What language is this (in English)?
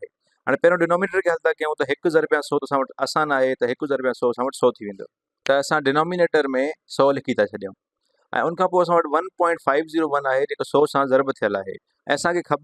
Sindhi